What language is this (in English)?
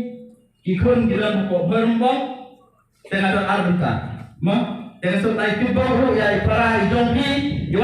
Khasi